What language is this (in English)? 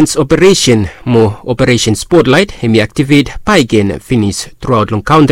Bislama